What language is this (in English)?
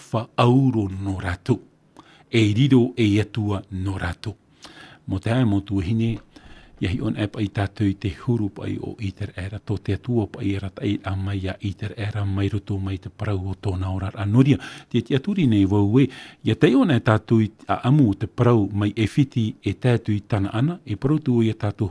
Tahitian